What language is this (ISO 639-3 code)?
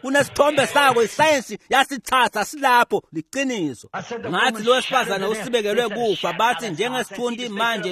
ssw